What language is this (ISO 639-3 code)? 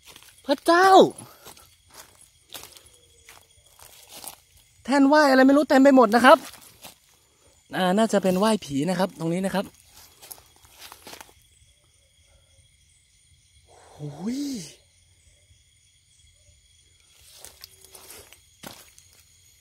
tha